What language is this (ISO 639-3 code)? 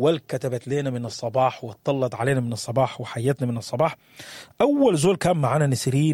apd